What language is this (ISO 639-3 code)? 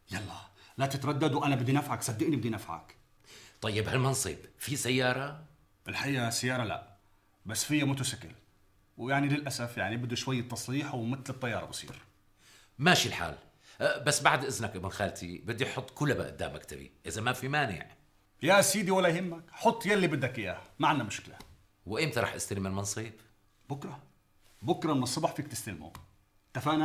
apc